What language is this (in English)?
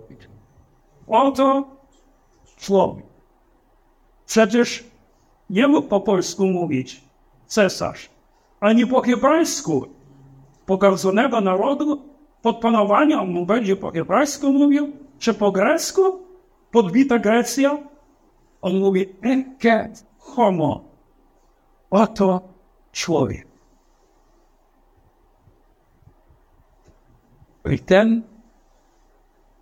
Polish